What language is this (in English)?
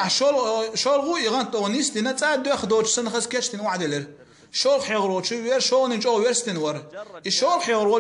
Chechen